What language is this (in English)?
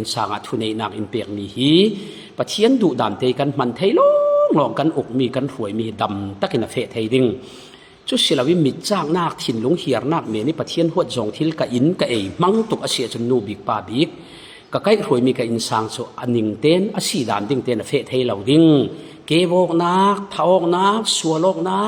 Falam Chin